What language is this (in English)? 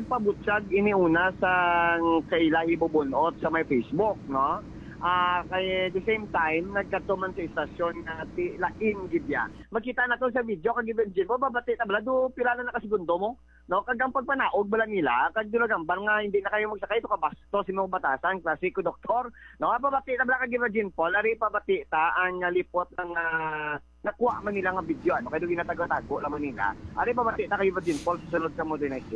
Hiligaynon